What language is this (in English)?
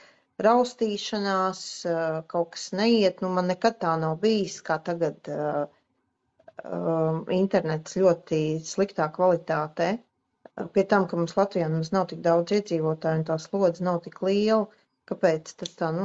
Latvian